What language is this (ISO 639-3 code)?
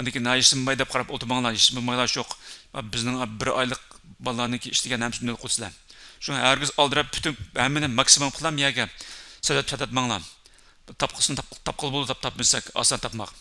uig